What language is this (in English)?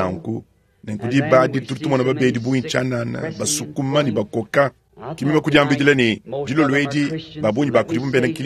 Luba-Lulua